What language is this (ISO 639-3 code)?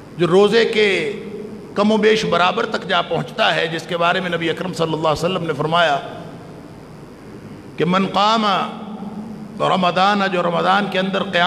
urd